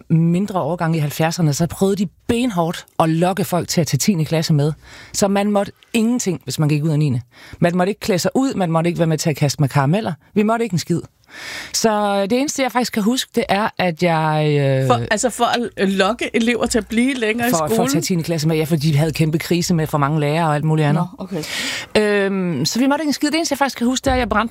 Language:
Danish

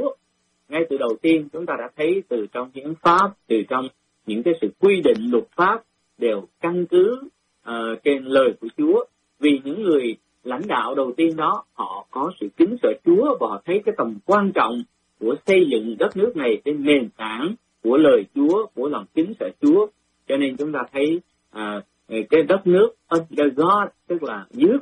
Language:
Vietnamese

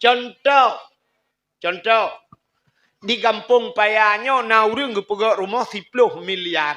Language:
Achinese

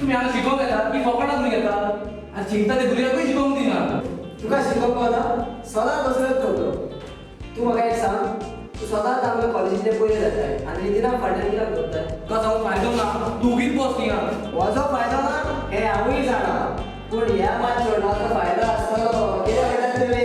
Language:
Konkani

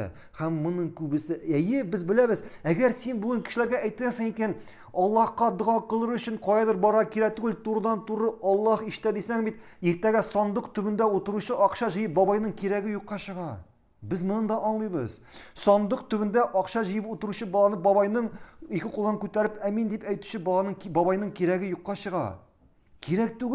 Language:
Tatar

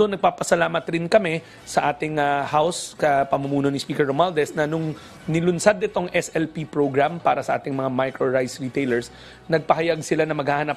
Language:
Filipino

